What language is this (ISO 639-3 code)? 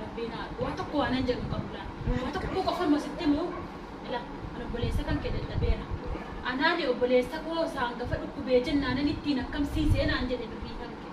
orm